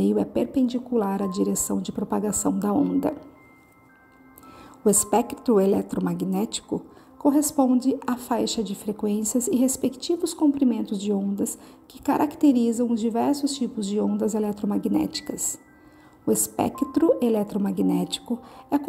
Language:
Portuguese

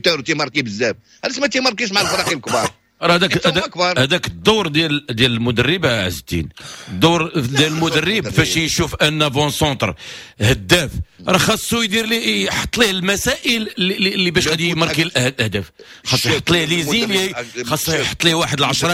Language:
Moroccan Arabic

